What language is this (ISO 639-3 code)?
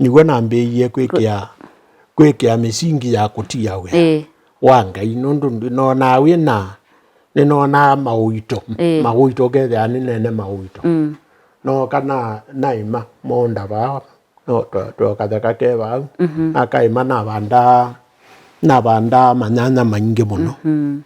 kam